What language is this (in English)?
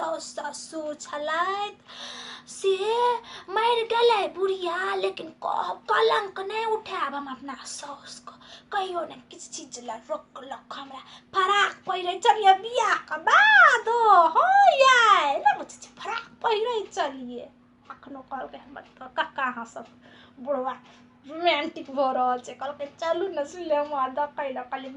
Maithili